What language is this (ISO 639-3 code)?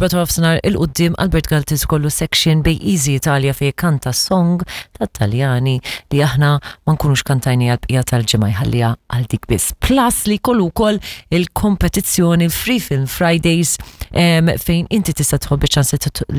mlt